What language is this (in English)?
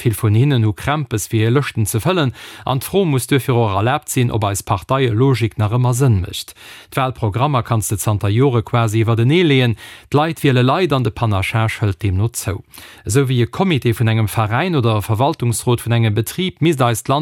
Luxembourgish